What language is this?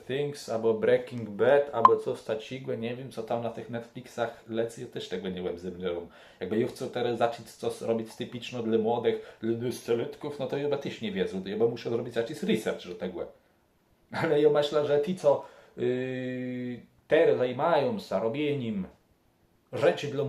Kashubian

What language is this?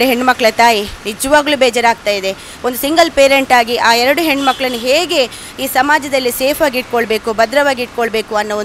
Kannada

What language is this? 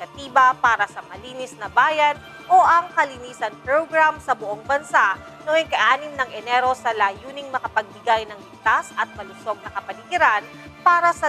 Filipino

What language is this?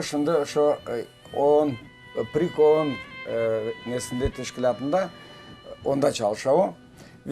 Crimean Tatar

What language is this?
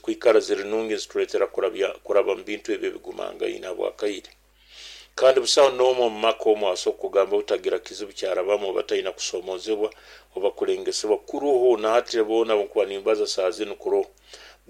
Nyoro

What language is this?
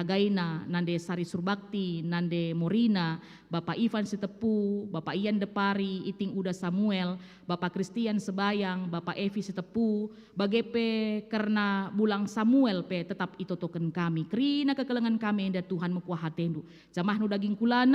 Batak Karo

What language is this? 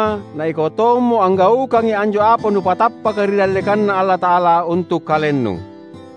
Makasar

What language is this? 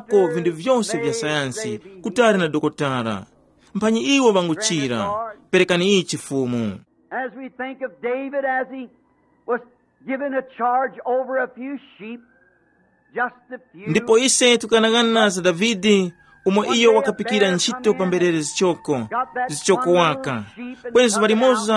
Tumbuka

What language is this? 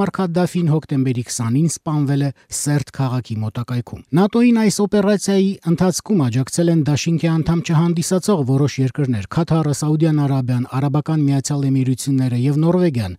Armenian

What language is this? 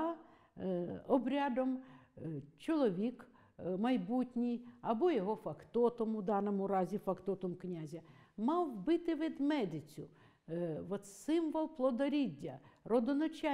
Ukrainian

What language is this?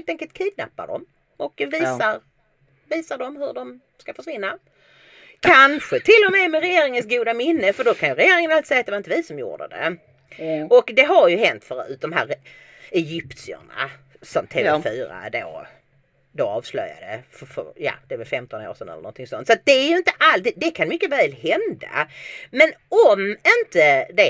Swedish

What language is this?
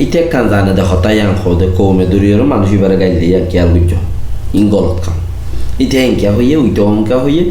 Rohingya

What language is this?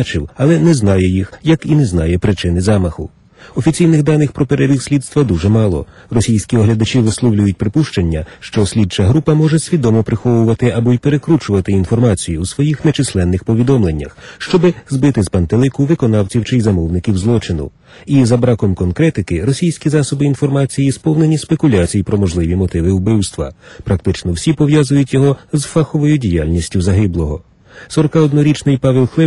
Ukrainian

